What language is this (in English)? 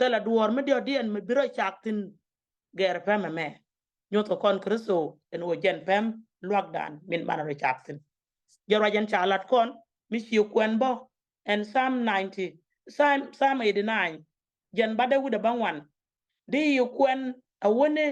Nuer